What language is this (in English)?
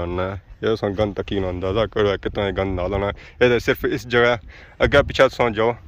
Pahari-Potwari